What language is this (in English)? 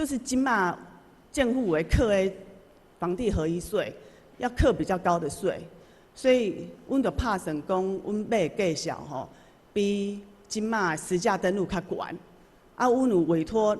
Min Nan Chinese